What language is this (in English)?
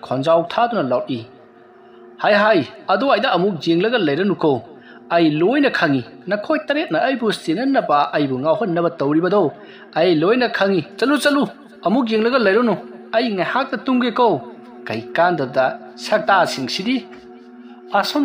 Manipuri